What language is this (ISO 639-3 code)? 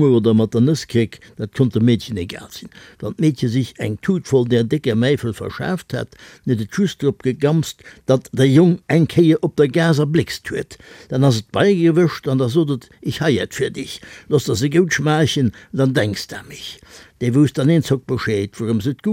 ltz